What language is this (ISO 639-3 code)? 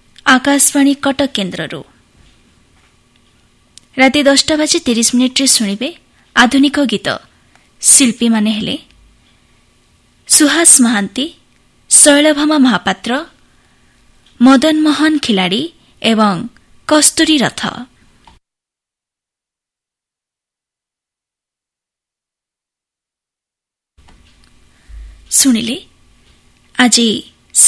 ori